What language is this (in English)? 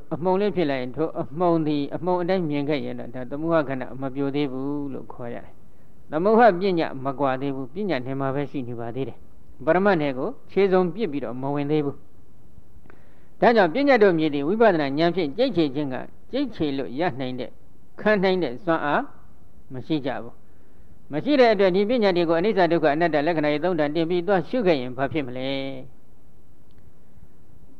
Burmese